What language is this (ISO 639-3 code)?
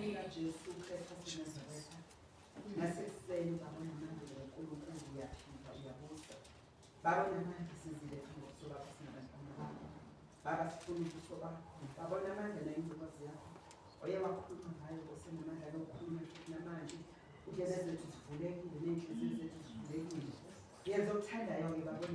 zul